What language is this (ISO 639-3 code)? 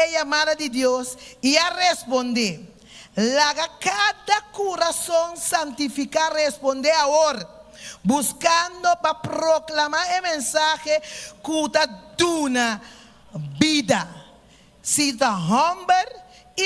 pap